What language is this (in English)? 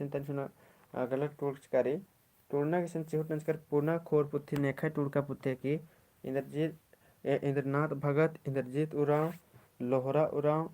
Kurukh